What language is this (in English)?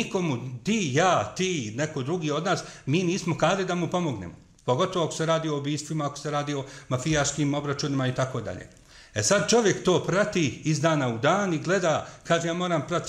Bosnian